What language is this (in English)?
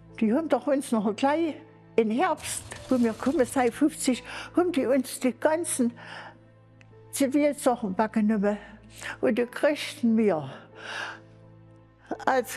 German